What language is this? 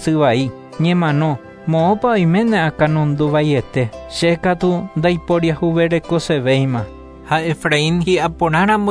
Guarani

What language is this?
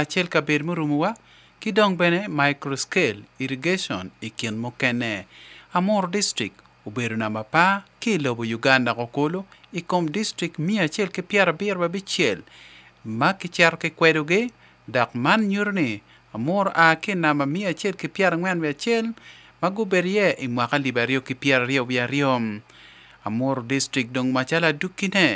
Acoli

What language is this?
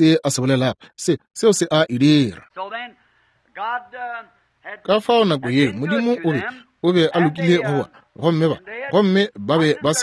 Northern Sotho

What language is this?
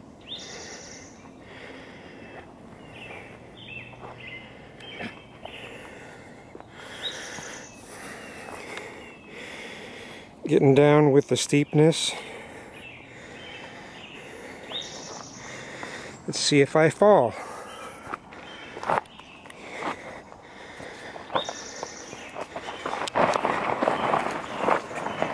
English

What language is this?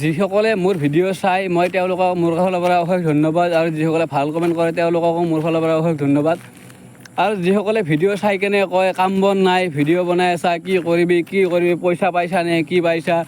Assamese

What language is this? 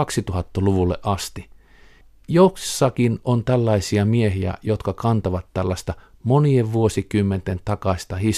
Finnish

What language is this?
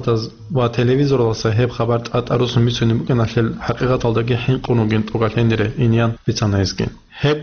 Avaric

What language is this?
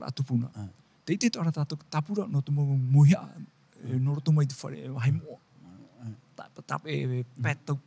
Tahitian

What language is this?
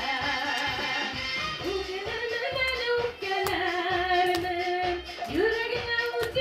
Bashkir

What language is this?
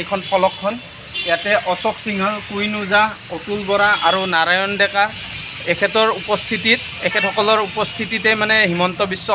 Assamese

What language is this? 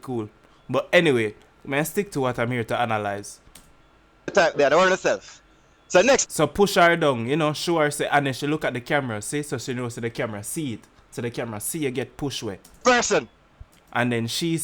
Jamaican Creole English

